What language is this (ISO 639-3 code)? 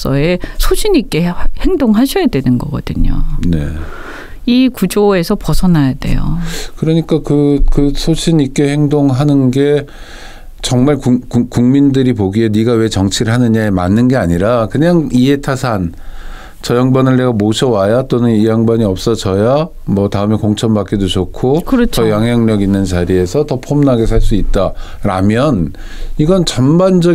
kor